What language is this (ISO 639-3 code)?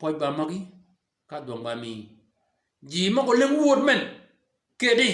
shk